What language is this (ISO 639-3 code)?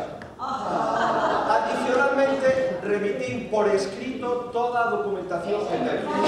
glg